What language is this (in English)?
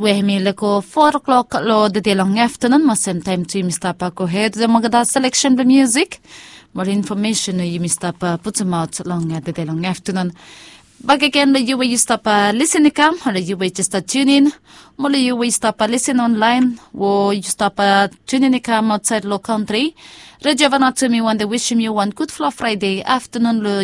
Bislama